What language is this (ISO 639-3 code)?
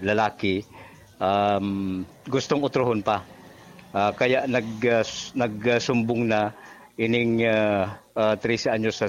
bik